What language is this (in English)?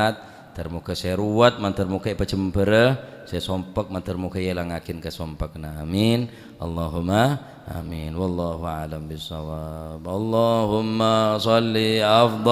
Madurese